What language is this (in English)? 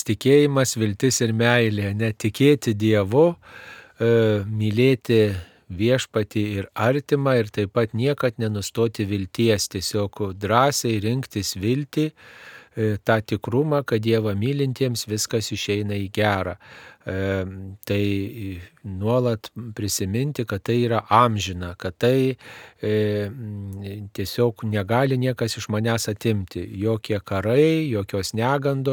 Lithuanian